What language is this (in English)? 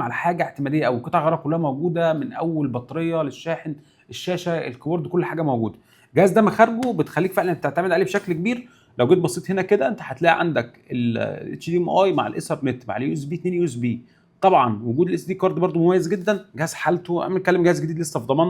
Egyptian Arabic